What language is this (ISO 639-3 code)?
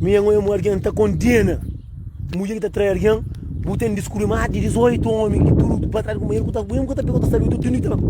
kea